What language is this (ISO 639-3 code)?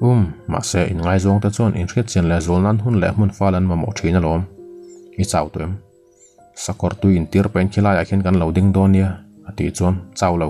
lus